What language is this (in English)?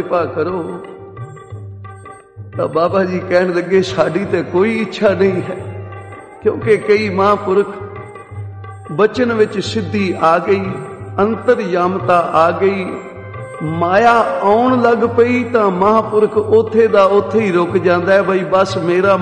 Punjabi